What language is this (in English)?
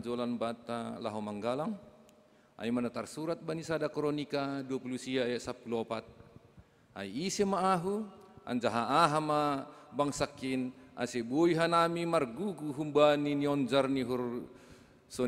Batak Simalungun